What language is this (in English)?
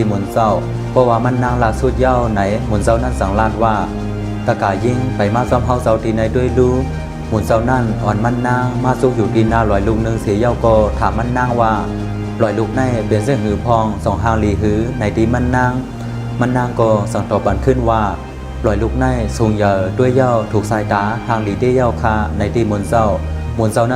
Shan